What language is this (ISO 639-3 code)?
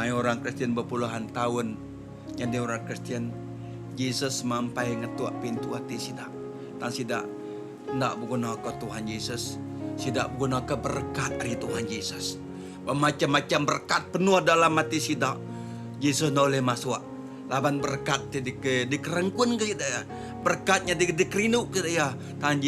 iba